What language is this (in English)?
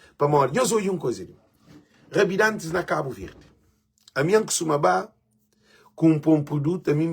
Kabuverdianu